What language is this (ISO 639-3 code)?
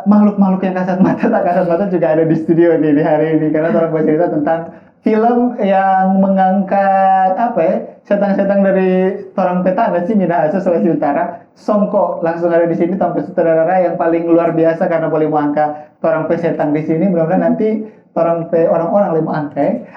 xmm